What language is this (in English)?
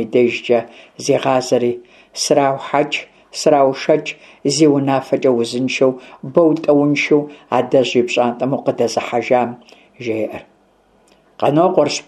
Kabardian